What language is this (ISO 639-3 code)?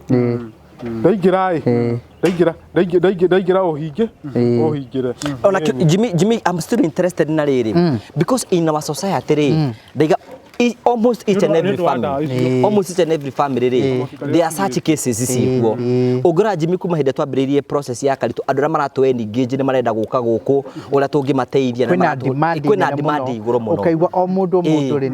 kik